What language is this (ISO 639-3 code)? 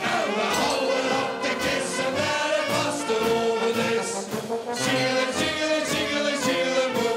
lim